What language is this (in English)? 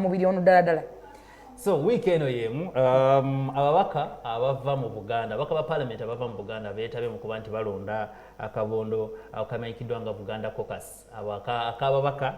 Ganda